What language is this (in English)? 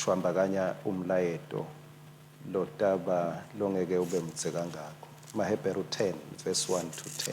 Swati